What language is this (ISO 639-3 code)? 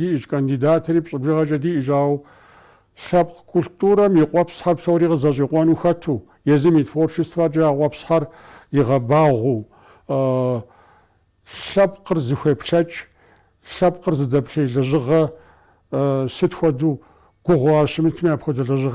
kbd